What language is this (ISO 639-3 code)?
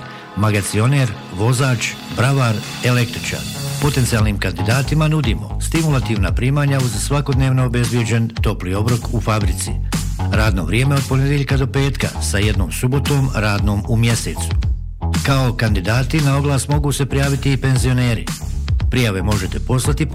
bos